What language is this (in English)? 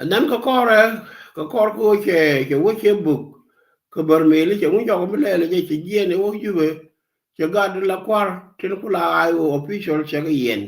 Nuer